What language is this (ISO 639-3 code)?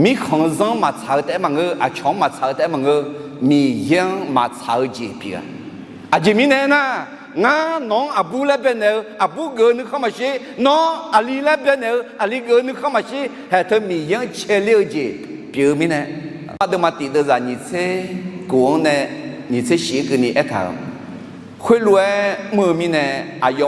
ahk